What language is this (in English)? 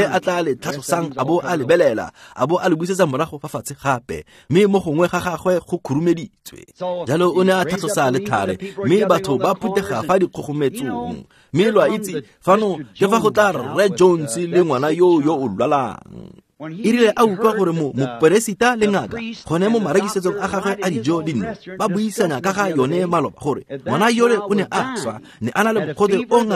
Tswana